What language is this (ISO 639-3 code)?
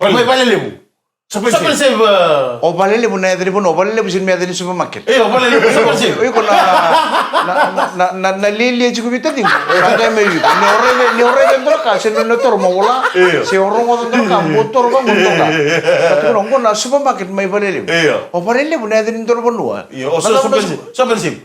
fij